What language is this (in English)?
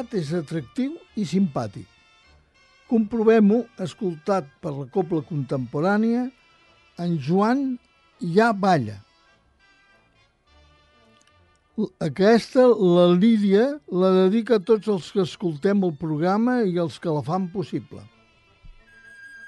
Catalan